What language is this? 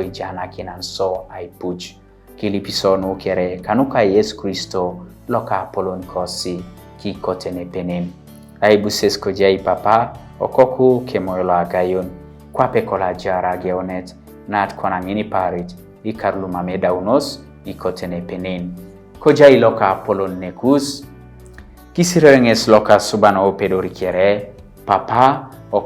Teso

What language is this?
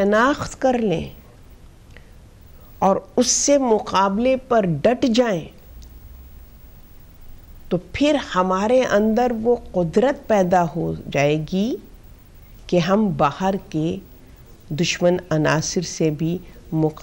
Urdu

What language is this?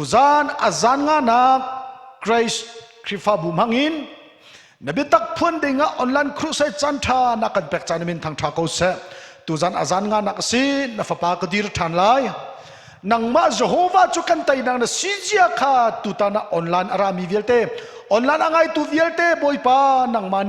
Hakha Chin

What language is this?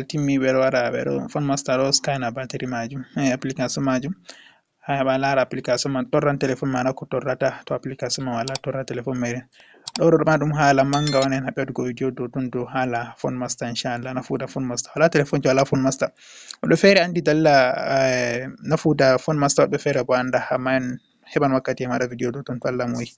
Fula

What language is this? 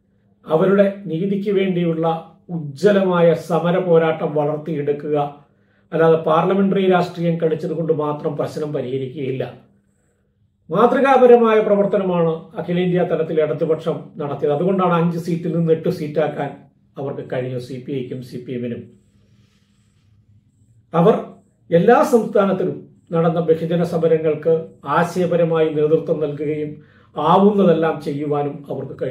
Malayalam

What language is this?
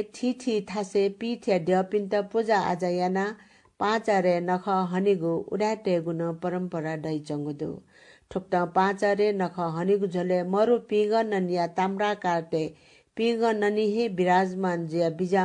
Newari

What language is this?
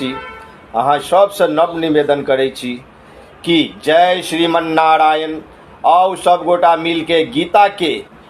Maithili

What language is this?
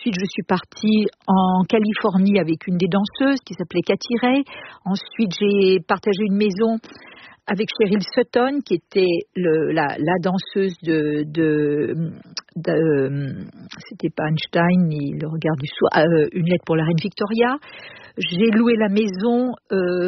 French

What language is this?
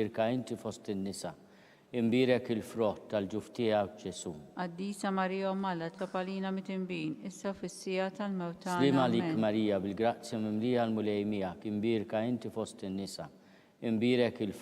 Maltese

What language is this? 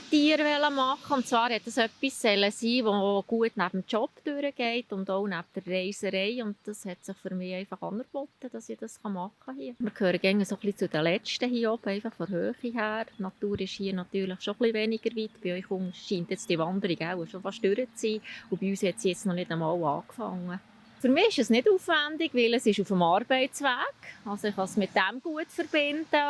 Swiss German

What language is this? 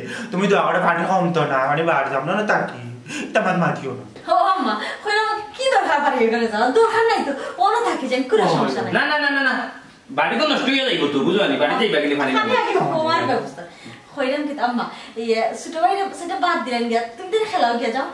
Sylheti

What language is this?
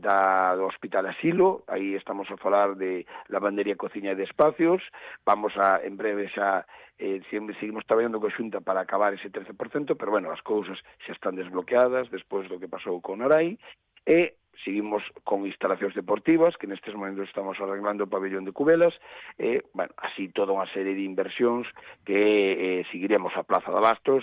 Galician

